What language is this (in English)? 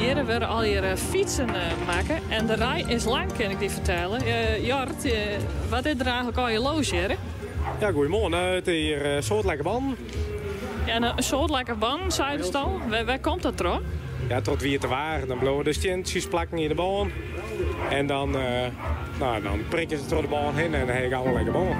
Western Frisian